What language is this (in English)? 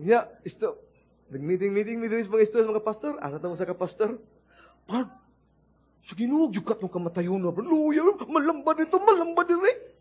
Cebuano